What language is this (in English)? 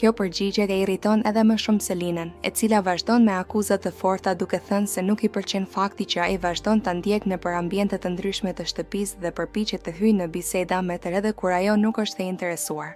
Albanian